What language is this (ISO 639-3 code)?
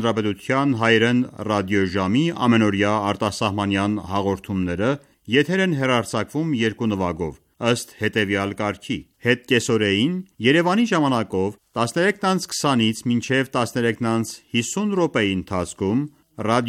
hye